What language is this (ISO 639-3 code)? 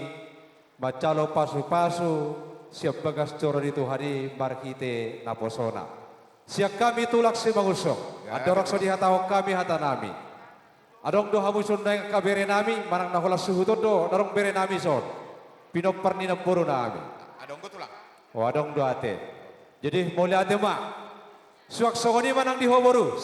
bbc